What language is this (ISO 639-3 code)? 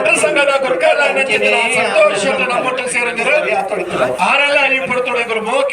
tcy